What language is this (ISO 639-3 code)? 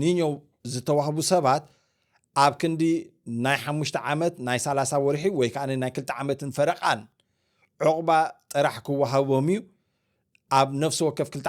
tir